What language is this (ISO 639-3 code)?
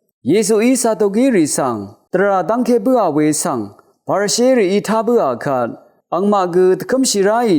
raw